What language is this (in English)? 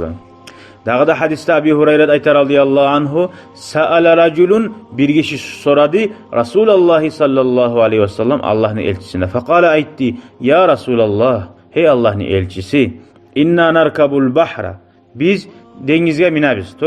Kumyk